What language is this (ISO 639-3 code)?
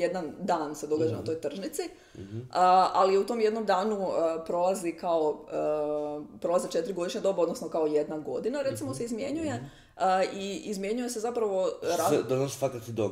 hrv